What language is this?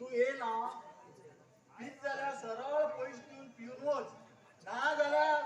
Konkani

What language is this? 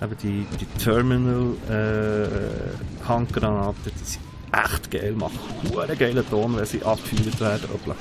Swiss German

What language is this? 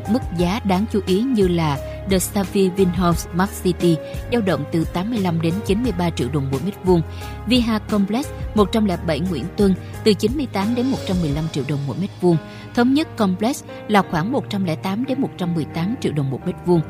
Vietnamese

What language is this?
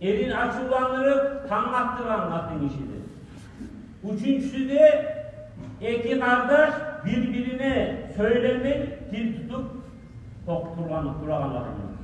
Kumyk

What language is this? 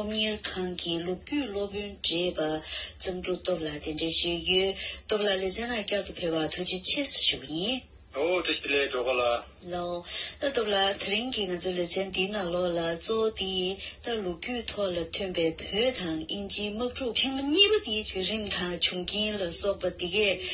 Tibetan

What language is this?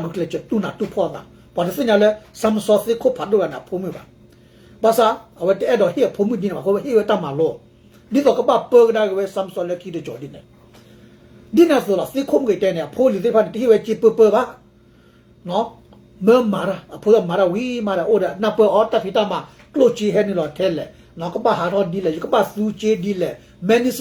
S'gaw Karen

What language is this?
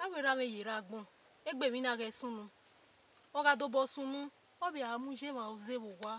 Bini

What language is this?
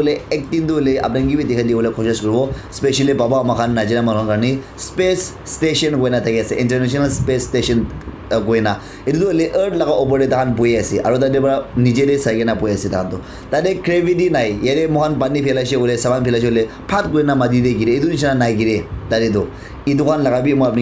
Naga Pidgin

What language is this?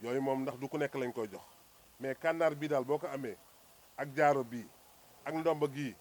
Wolof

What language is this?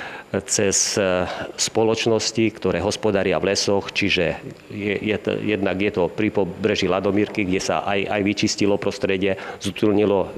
Slovak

